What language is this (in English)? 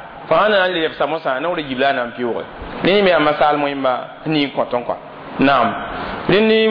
Mossi